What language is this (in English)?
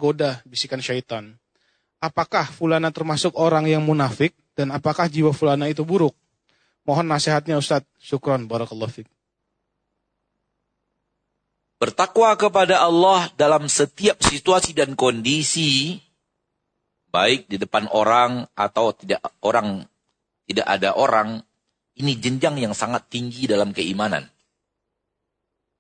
Indonesian